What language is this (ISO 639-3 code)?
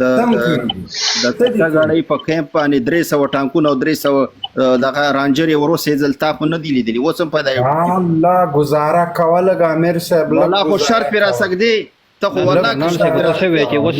pus